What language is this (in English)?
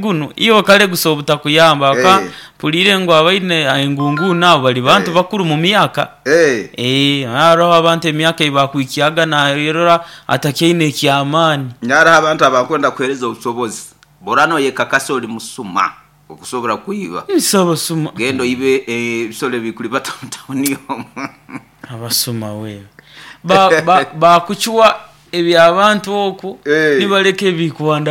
Nyoro